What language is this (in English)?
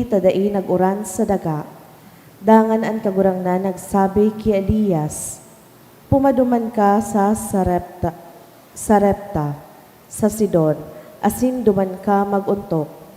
Bikol